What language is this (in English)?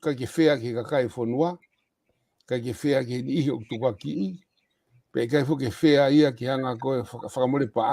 Tongan